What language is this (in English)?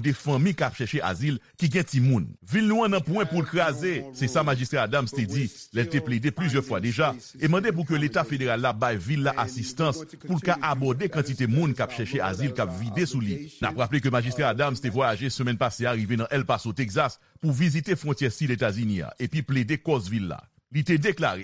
Haitian Creole